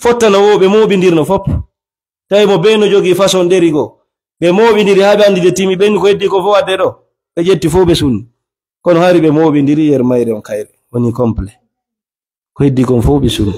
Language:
Fula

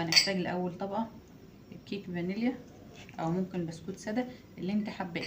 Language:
Egyptian Arabic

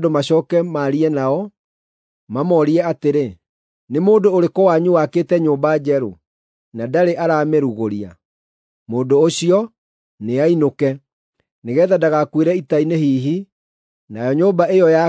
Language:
Kikuyu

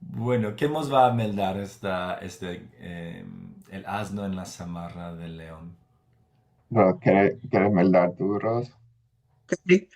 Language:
Ladino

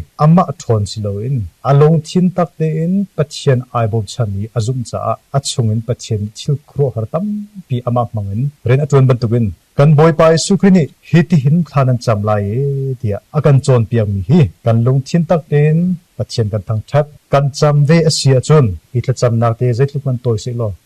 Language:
Hakha Chin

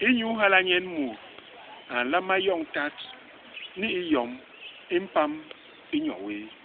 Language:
Basaa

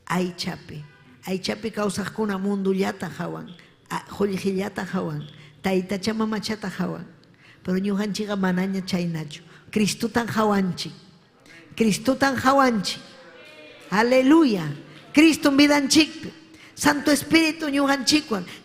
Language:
Ayacucho Quechua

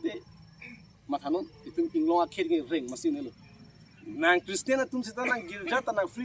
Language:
Karbi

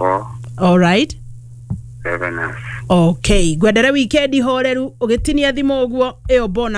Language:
Kikuyu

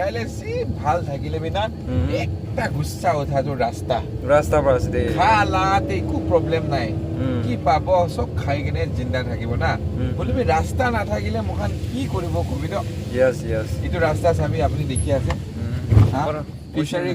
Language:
Naga Pidgin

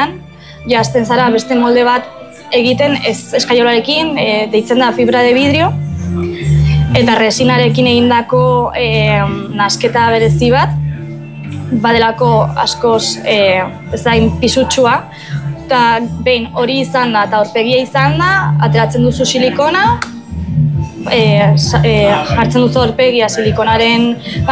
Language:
Basque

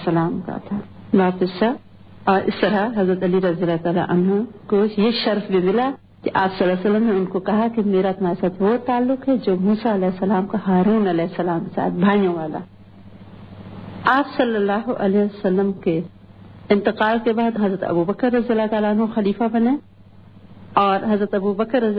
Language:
Urdu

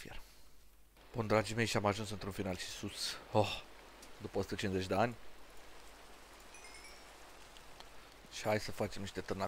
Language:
Romanian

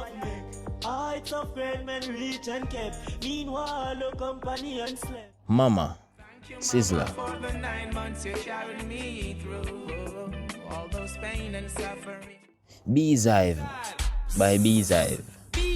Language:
Jamaican Creole English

